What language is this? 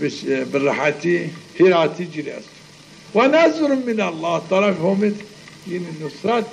Zaza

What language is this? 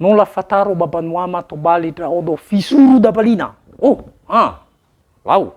Nias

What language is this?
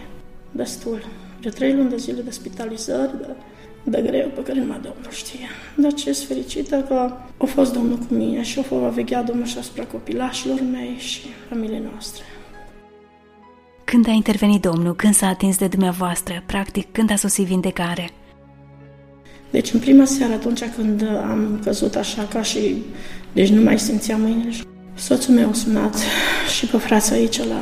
Romanian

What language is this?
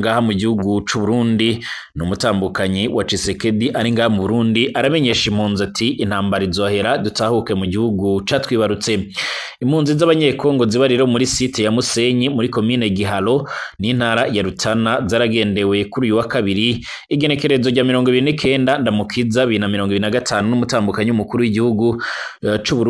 Rundi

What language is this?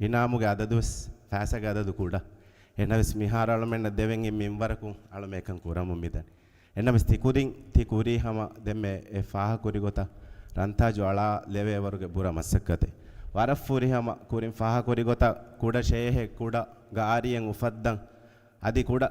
Divehi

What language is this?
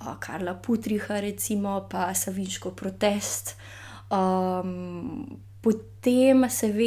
Slovenian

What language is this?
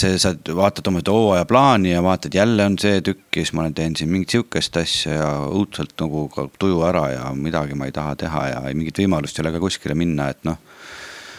Estonian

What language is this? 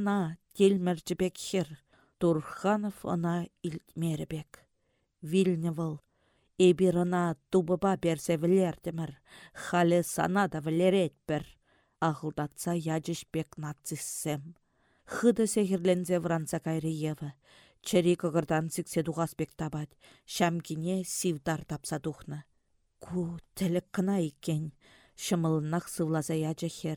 Chuvash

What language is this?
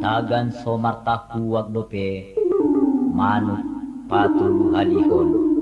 Batak Toba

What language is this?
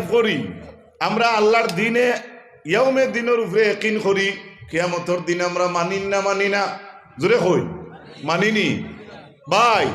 Sylheti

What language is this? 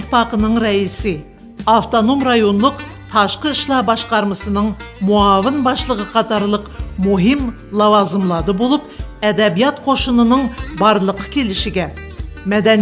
Uyghur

